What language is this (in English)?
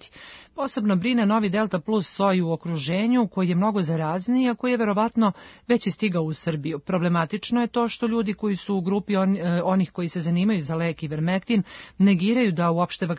Serbian